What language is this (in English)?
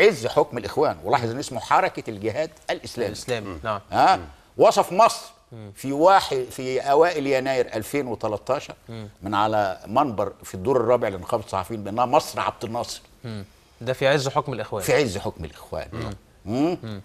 Egyptian Arabic